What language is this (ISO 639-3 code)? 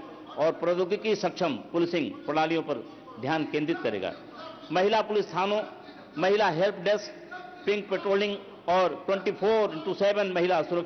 hin